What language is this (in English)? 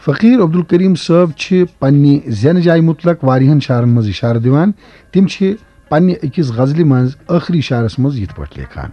Kashmiri